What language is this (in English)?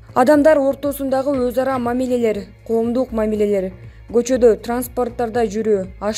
Kyrgyz